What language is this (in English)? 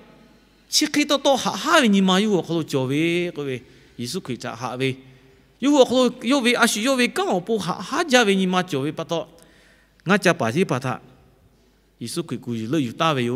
Lahu